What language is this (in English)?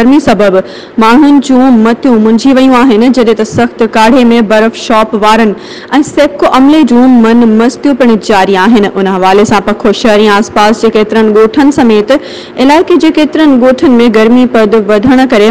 Sindhi